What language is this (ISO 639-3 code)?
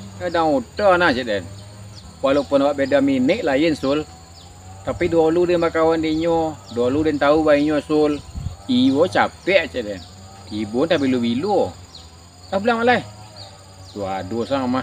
min